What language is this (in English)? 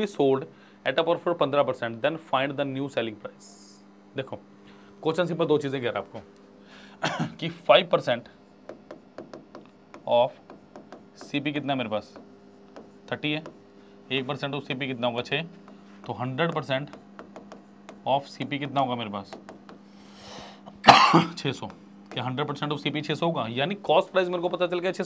Hindi